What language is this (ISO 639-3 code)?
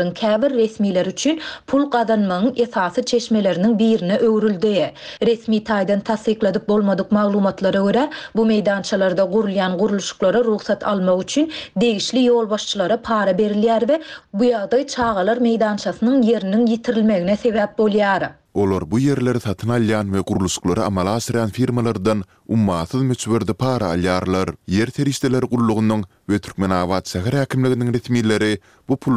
tuk